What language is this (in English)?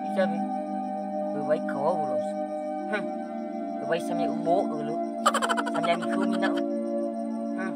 Nias